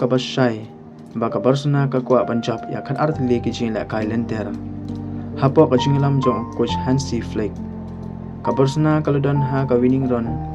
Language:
Khasi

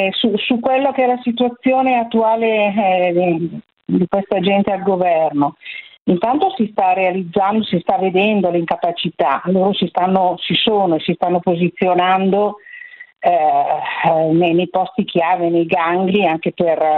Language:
Italian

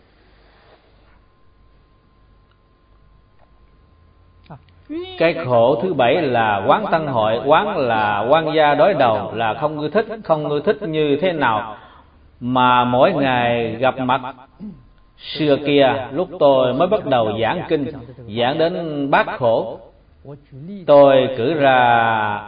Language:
Vietnamese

